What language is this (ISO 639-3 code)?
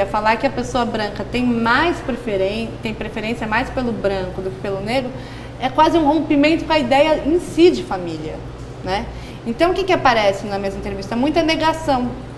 por